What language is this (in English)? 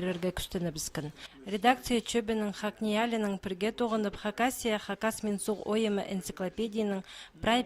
Khakas